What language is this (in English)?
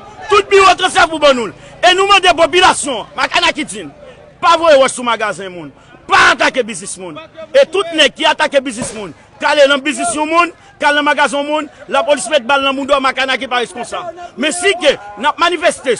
Haitian Creole